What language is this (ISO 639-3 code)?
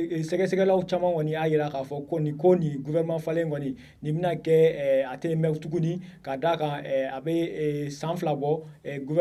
bam